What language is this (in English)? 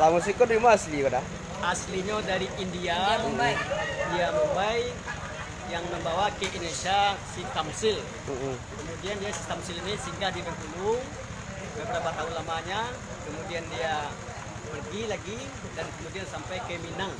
Minangkabau